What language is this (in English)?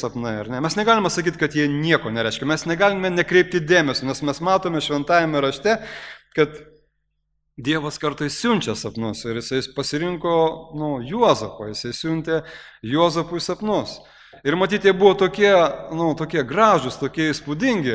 Lithuanian